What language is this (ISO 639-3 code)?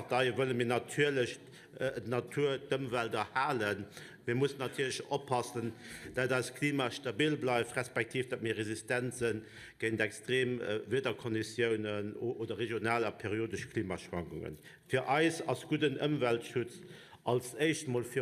ltz